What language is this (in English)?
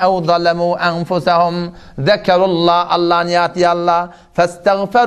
Turkmen